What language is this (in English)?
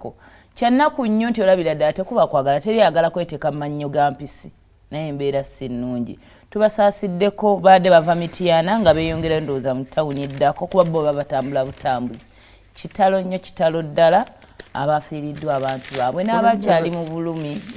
Ganda